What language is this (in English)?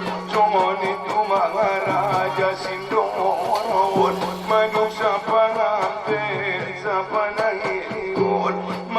Batak Angkola